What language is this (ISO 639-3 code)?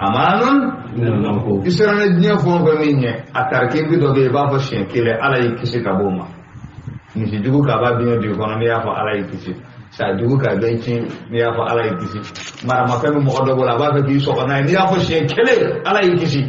bam